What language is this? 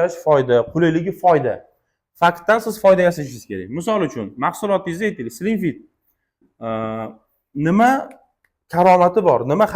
Uzbek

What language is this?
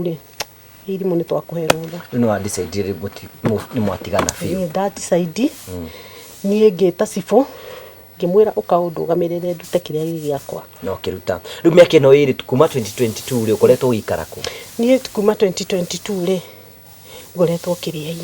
Kikuyu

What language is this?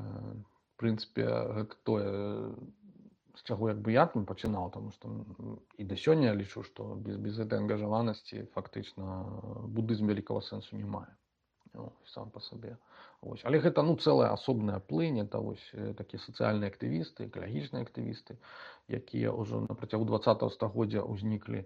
Belarusian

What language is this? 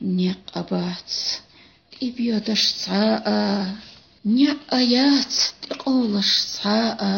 Chechen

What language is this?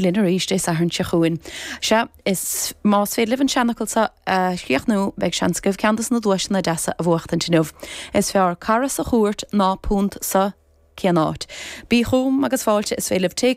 Irish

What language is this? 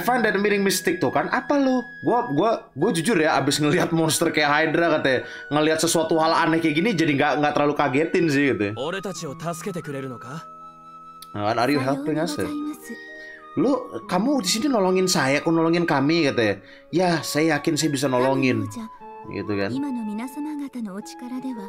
Indonesian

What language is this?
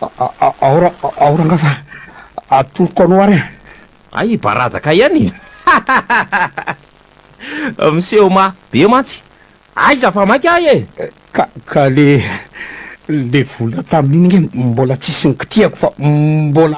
Malagasy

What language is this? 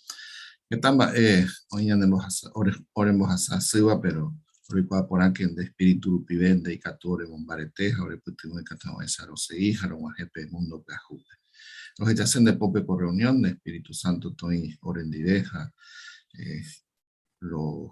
Guarani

